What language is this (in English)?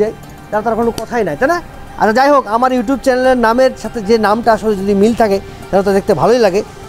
Bangla